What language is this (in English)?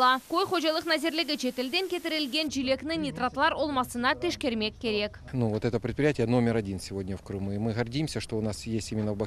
Crimean Tatar